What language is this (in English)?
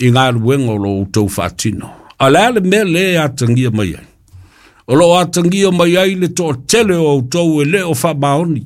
Samoan